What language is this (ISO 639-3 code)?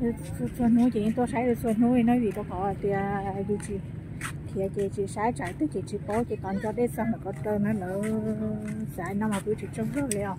hmn